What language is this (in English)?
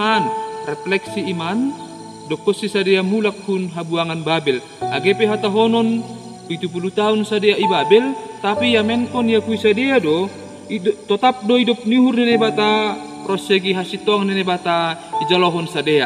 Batak Simalungun